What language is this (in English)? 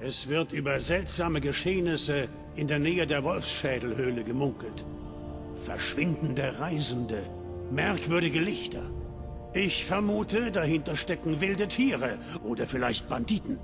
Bavarian